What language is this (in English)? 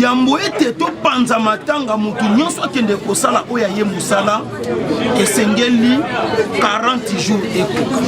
Lingala